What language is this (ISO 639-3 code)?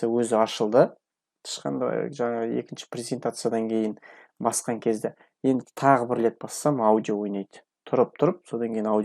kaz